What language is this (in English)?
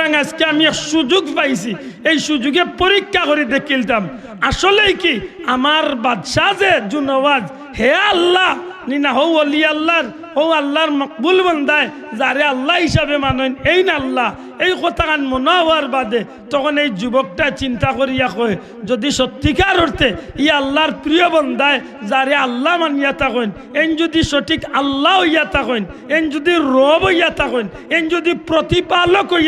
Sylheti